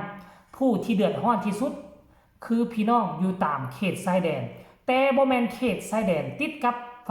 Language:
Northeastern Thai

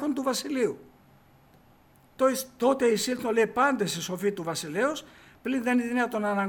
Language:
Greek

